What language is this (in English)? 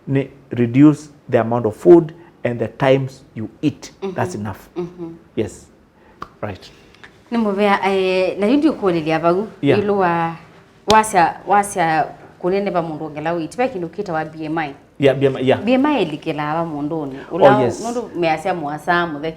Kamba